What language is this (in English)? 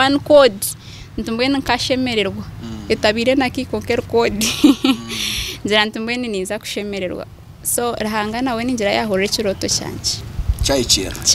Nyankole